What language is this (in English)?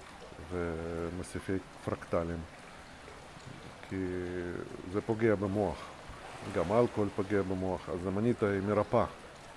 Hebrew